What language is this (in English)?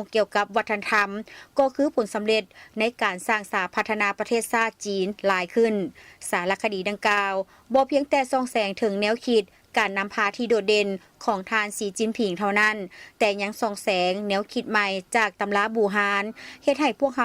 Lao